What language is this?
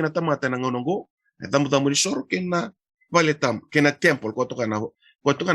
Fijian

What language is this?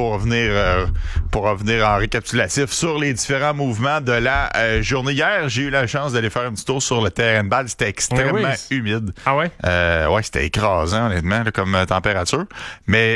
French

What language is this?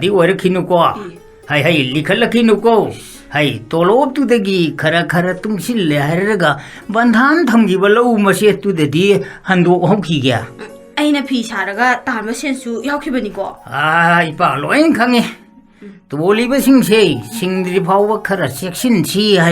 Manipuri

